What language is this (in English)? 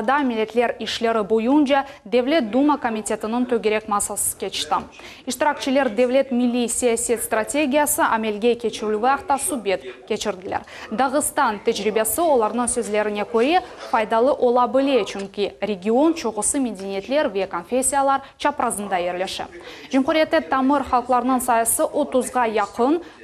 Crimean Tatar